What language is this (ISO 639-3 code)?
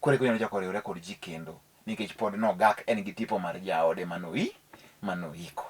luo